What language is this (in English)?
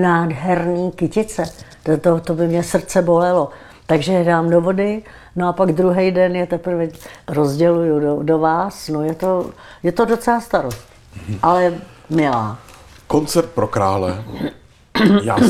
Czech